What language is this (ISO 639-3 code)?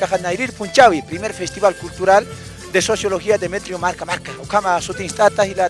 aym